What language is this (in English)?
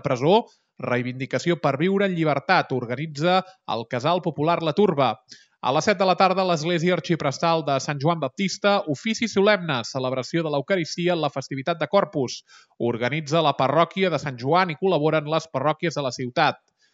Catalan